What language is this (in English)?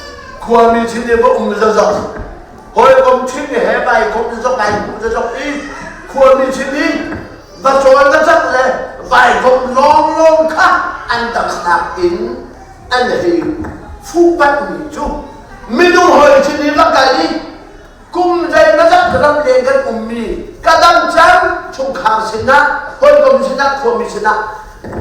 Hakha Chin